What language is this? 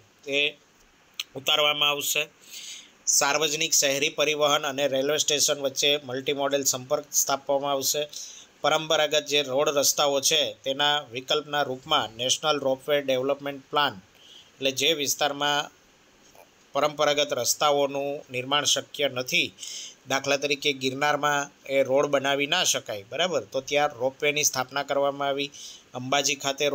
Gujarati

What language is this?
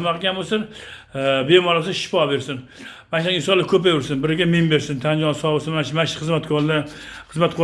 Uzbek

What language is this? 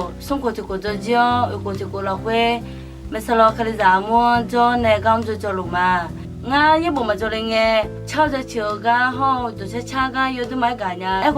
Akha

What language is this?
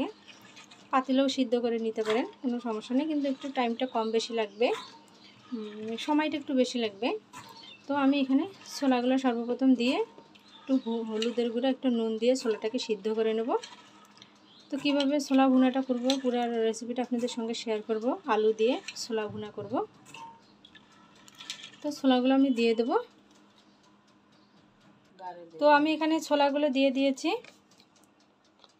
Bangla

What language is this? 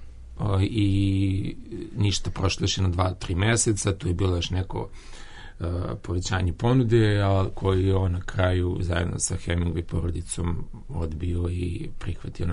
Serbian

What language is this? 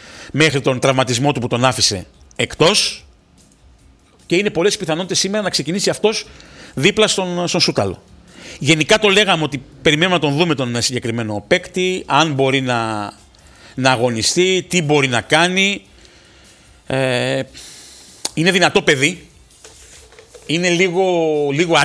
Greek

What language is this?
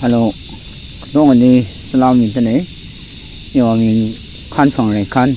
Tangkhul Naga (India)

